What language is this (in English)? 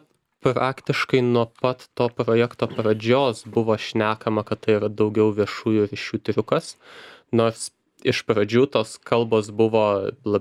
Lithuanian